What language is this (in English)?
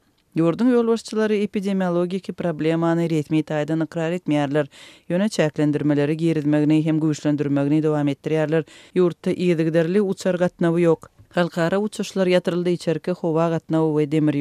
Turkmen